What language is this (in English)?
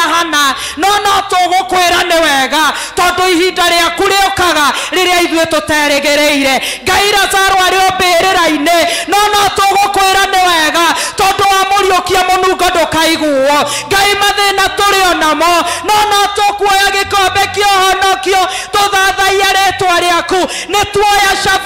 Kikuyu